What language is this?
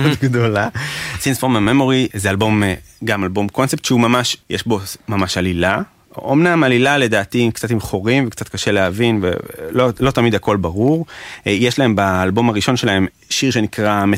Hebrew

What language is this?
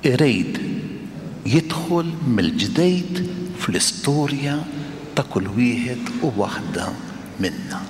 Maltese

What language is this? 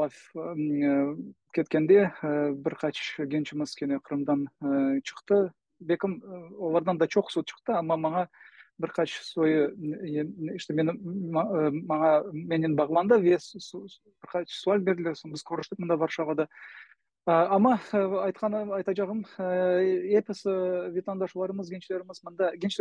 Crimean Tatar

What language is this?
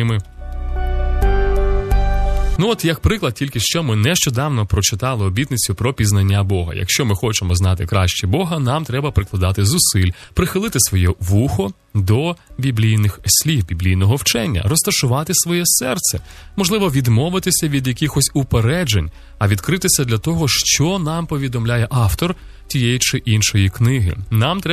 Ukrainian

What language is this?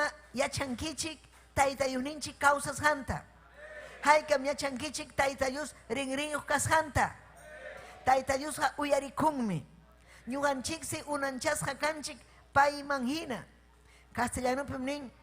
Ayacucho Quechua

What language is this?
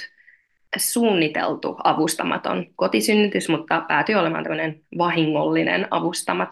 Finnish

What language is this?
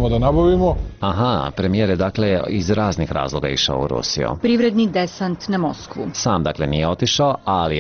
Serbian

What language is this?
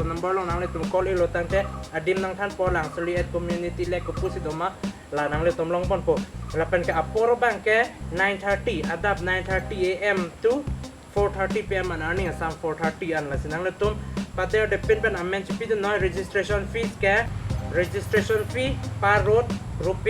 Karbi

